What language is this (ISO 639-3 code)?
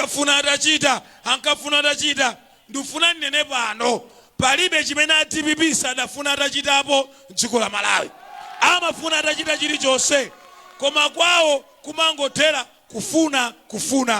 nya